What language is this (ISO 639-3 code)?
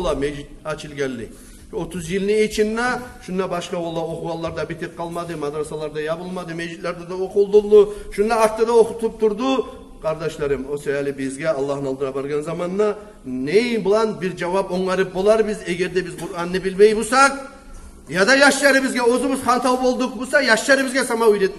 kum